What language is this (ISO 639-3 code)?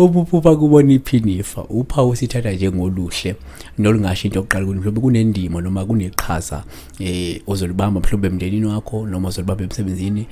zul